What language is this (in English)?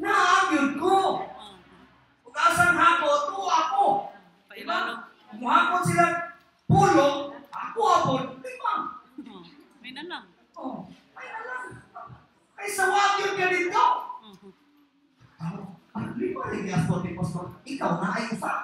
Cebuano